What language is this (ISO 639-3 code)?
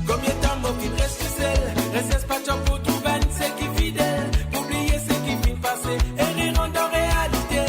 mfe